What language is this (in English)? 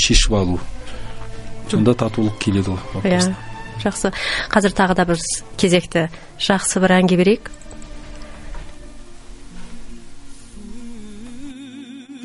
Kazakh